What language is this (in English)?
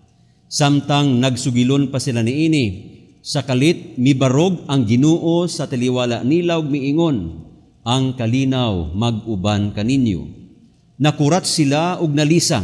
Cebuano